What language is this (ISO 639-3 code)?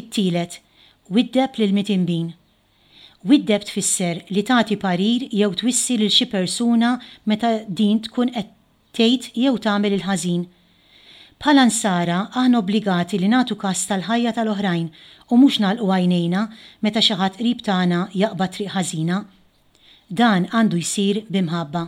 mlt